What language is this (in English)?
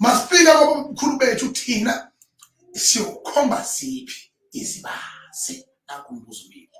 Zulu